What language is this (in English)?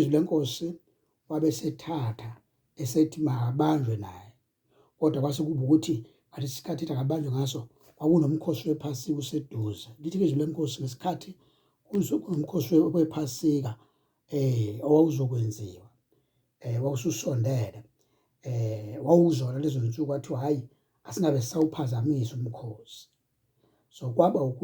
Zulu